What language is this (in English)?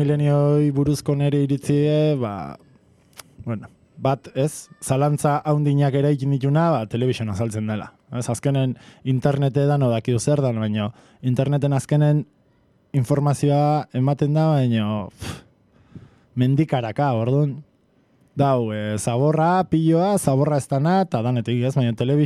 Basque